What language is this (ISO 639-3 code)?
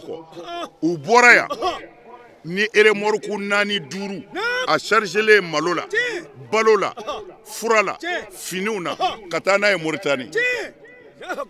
bam